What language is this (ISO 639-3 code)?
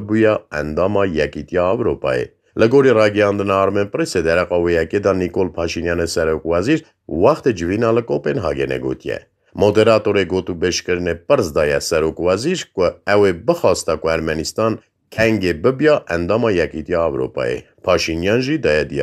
kur